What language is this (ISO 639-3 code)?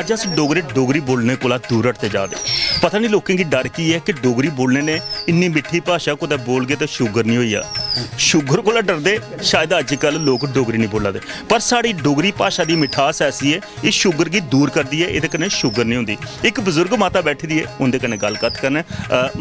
doi